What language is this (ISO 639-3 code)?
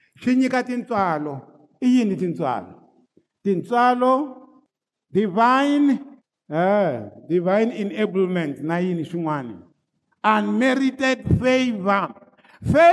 tso